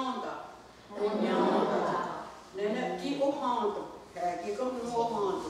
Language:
Mohawk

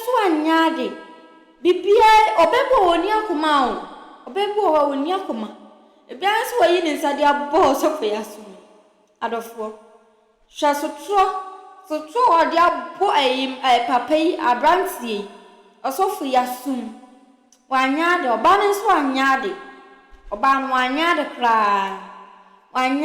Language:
Akan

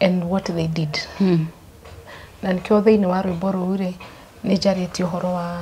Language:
Kikuyu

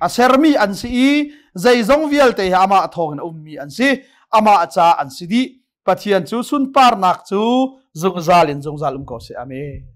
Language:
Hakha Chin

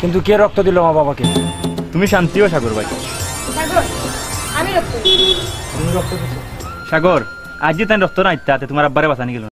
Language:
Sylheti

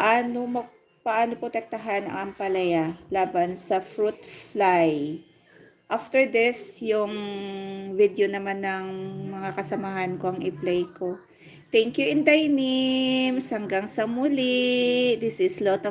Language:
Hiligaynon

